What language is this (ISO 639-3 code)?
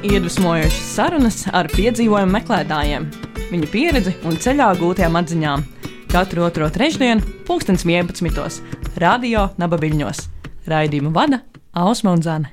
lav